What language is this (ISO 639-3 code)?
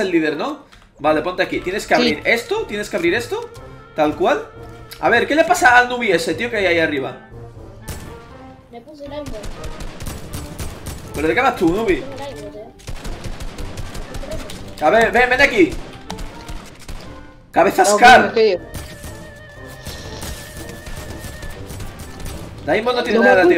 spa